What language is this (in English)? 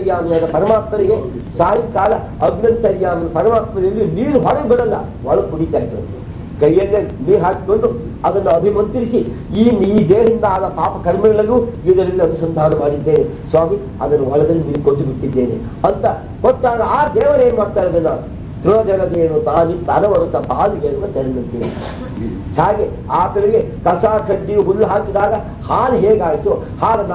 Kannada